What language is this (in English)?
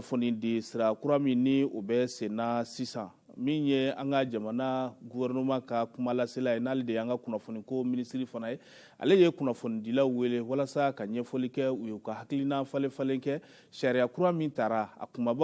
Bambara